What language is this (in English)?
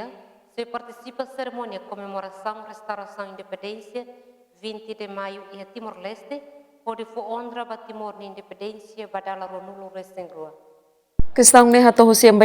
Tetum